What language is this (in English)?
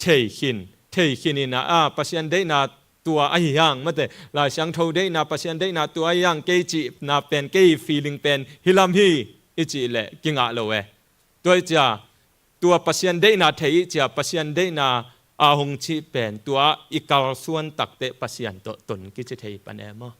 Tedim Chin